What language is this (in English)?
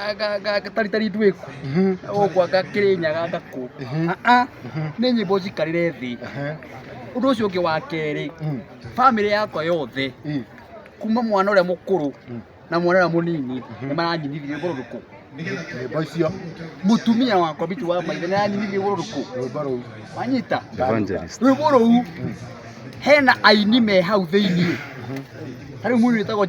Kikuyu